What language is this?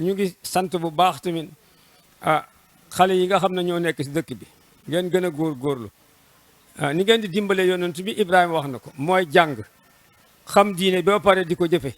Wolof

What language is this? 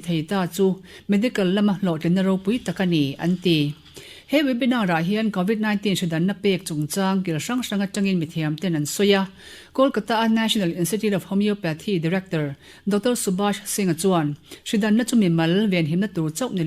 Mizo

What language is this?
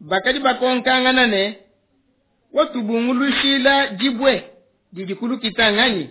Luba-Lulua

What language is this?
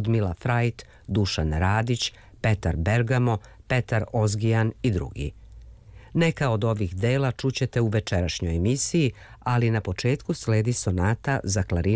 Serbian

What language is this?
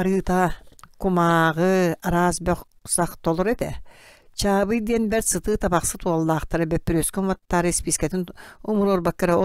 Yakut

